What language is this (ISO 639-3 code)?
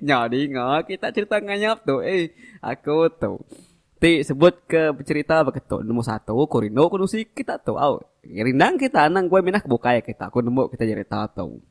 iba